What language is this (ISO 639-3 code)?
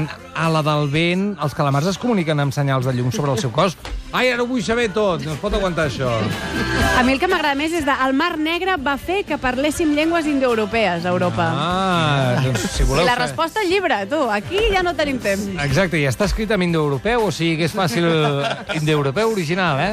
cat